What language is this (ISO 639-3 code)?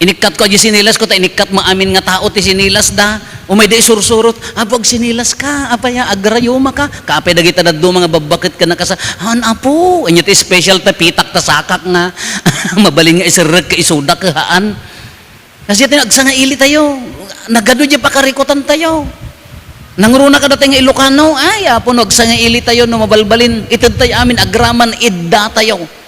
ilo